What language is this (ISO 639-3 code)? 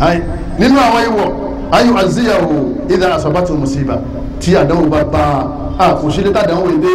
yor